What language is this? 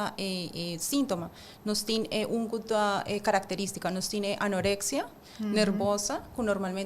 Papiamento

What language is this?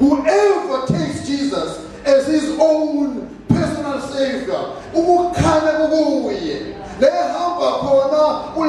Zulu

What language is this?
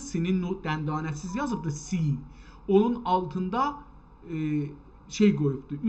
South Azerbaijani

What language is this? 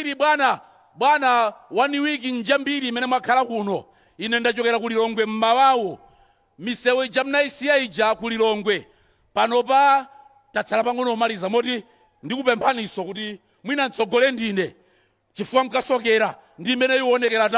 Nyanja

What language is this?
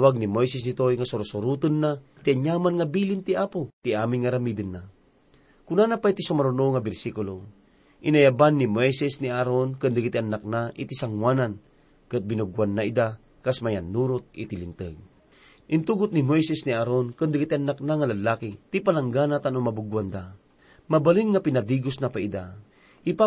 Iloko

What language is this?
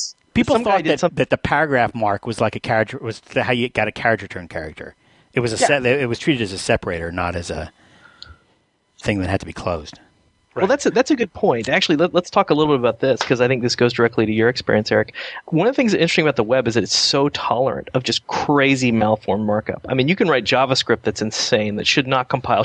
English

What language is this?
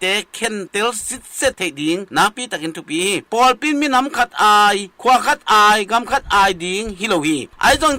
Tedim Chin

